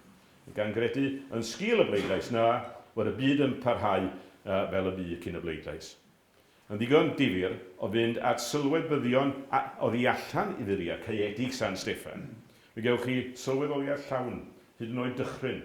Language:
Welsh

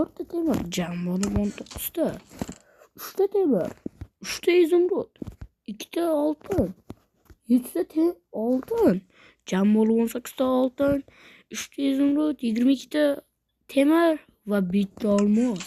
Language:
Uzbek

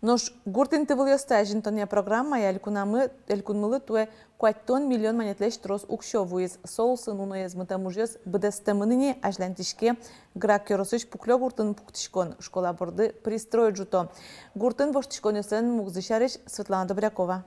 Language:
Udmurt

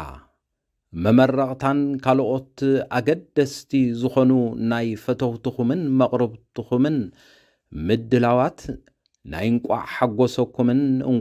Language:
Tigrinya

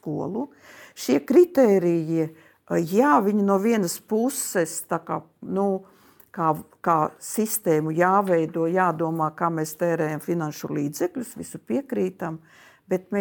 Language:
Latvian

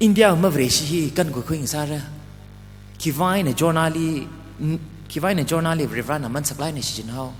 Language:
Tangkhul Naga (India)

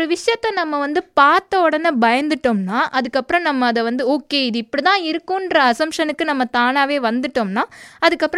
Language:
Tamil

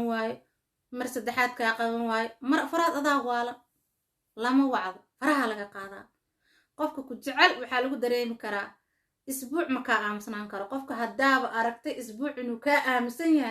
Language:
Somali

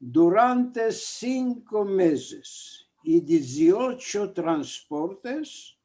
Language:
Ladino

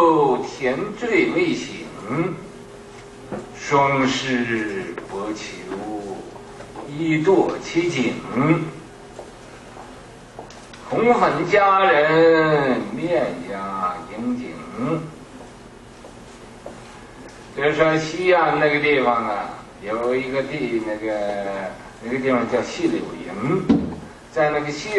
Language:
Chinese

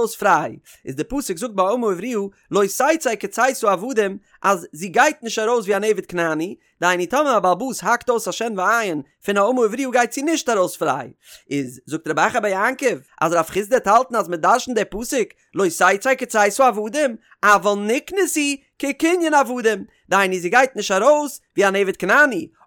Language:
Yiddish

